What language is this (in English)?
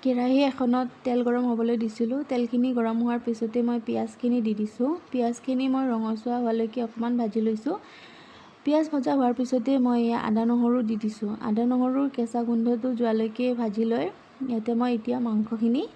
Assamese